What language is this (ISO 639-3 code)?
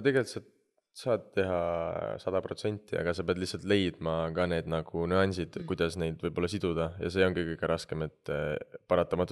est